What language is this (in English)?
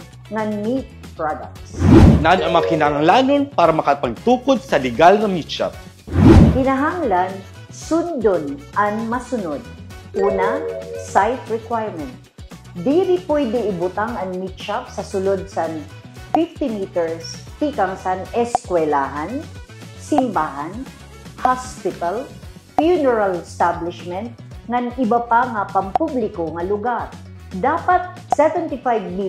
Waray